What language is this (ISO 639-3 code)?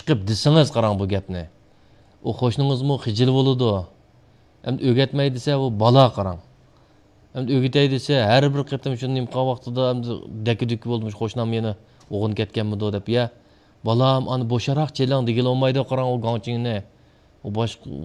uig